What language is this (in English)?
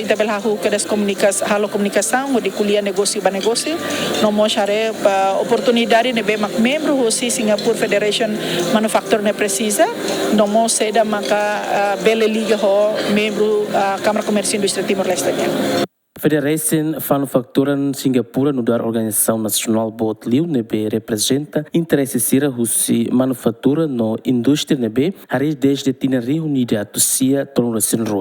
Tetum